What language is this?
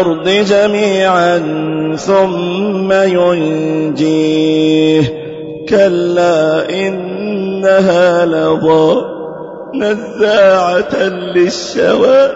Arabic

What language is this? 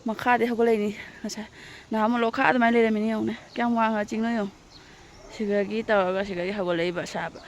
Manipuri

